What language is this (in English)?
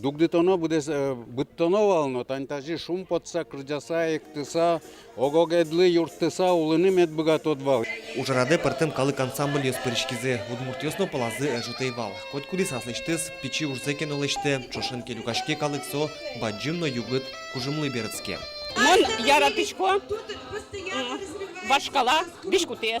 Udmurt